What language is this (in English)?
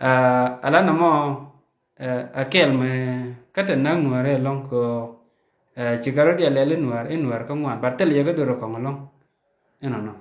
Nuer